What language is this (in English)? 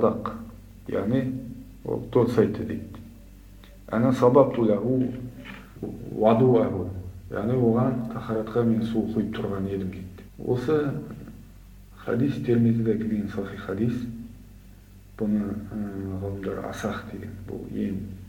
Kazakh